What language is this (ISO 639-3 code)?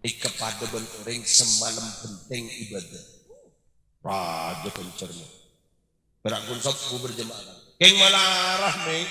mad